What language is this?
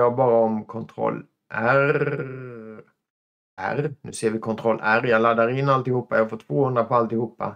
Swedish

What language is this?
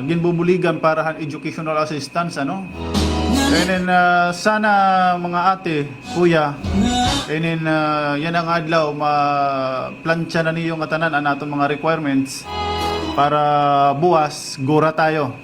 Waray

